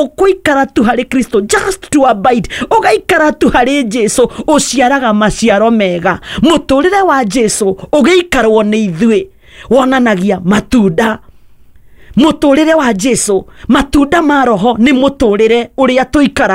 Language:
Kikuyu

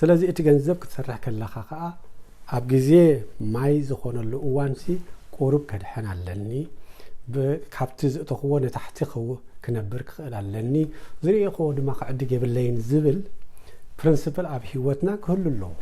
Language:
Tigrinya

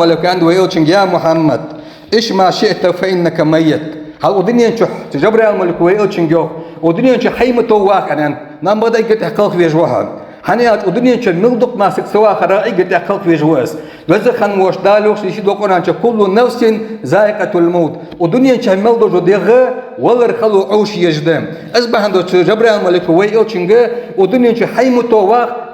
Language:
Ingush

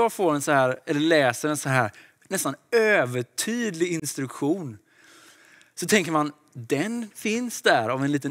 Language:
Swedish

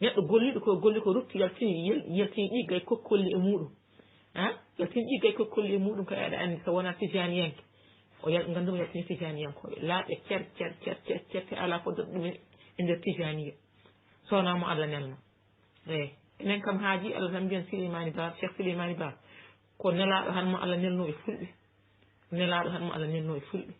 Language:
Fula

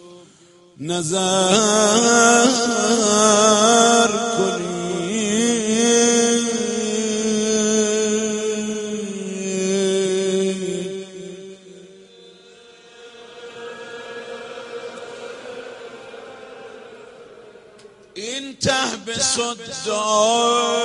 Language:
Persian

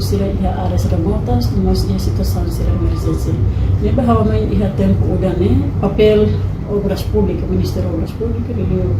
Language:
Tetum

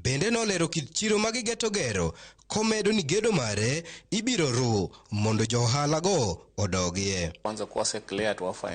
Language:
Luo (Kenya and Tanzania)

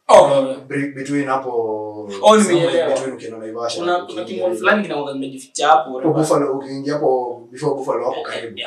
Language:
Swahili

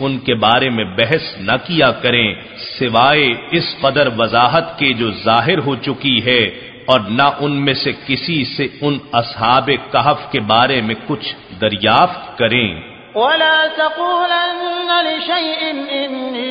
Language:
Urdu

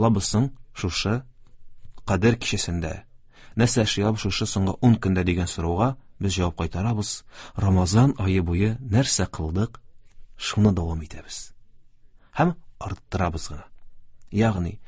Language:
Tatar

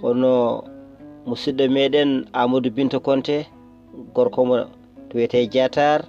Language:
Fula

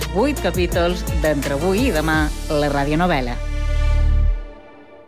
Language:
Catalan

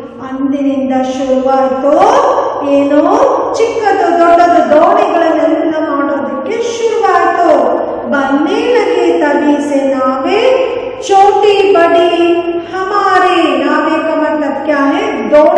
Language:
Kannada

